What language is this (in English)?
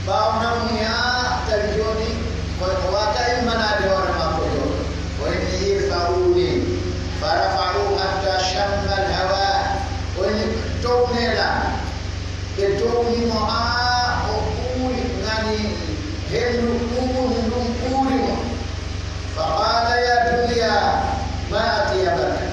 Pular